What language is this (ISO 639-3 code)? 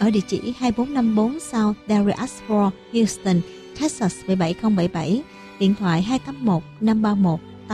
vie